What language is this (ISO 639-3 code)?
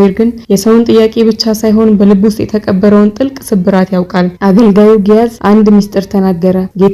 amh